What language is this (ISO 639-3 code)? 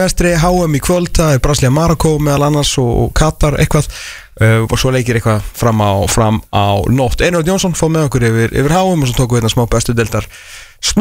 isl